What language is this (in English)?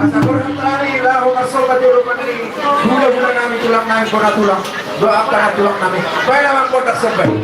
Batak Toba